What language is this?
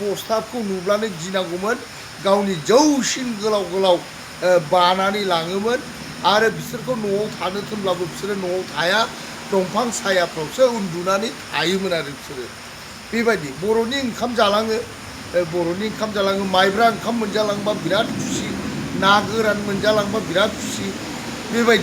Bodo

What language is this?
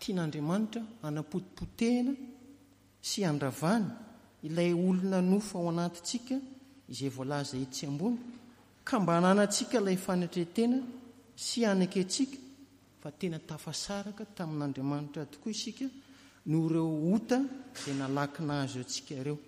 Malagasy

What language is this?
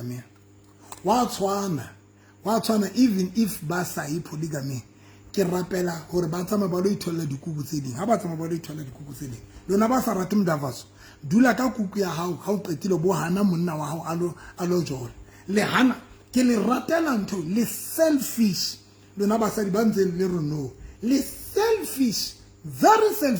Southern Sotho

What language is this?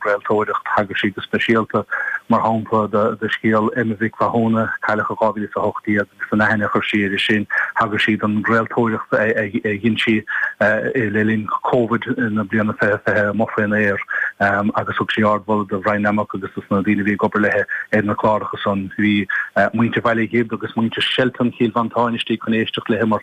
Irish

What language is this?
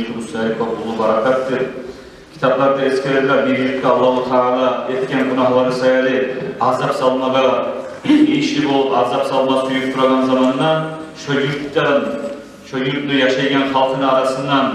Kumyk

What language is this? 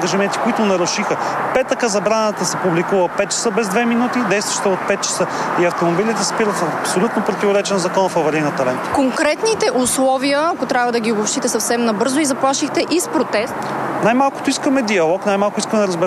Bulgarian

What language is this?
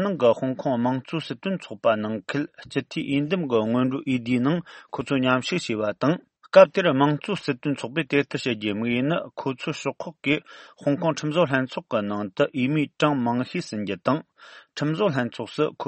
Tibetan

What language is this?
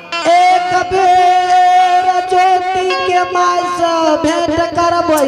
Angika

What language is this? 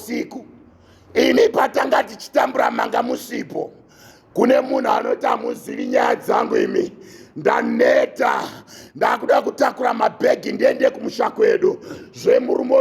Shona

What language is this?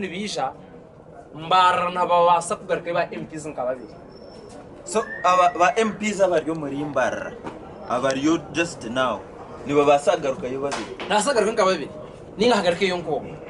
Nyankole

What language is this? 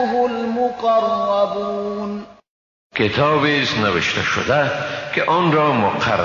Persian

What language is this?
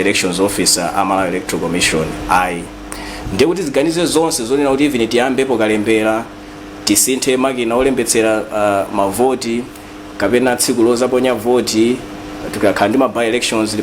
Nyanja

